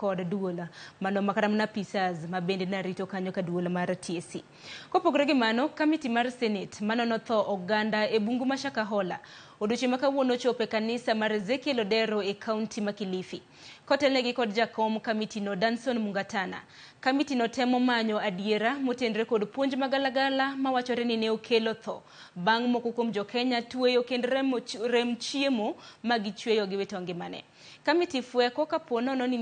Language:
Luo (Kenya and Tanzania)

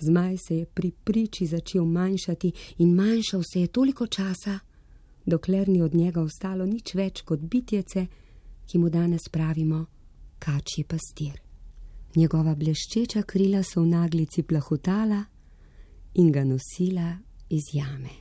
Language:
Slovenian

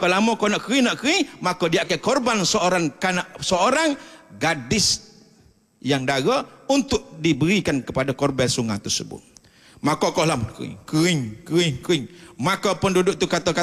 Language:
Malay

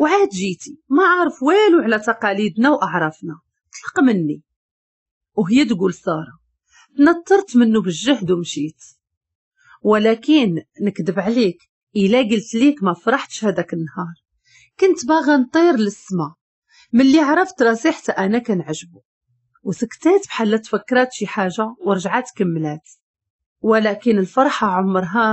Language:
Moroccan Arabic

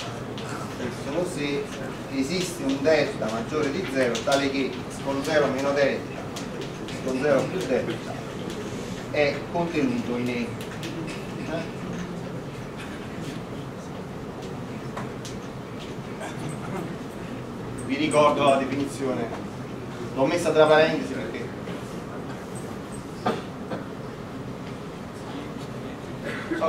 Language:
Italian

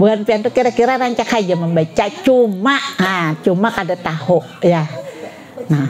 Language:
Banjar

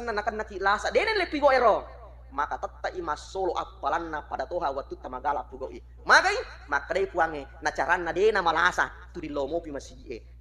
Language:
Buginese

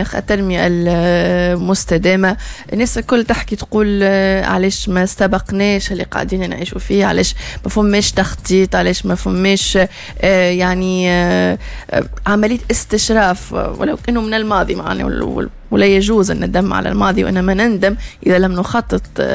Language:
Tunisian Arabic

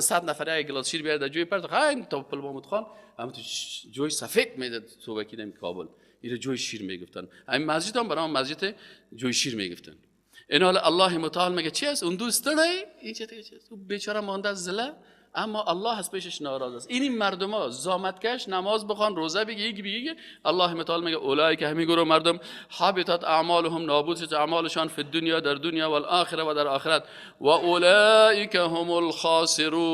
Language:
Persian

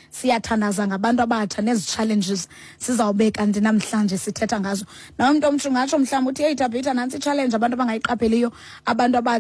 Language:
Xhosa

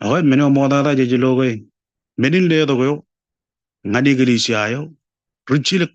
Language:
Marshallese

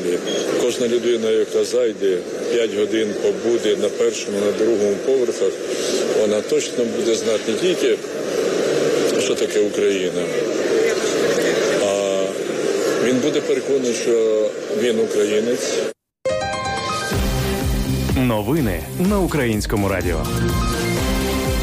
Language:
Ukrainian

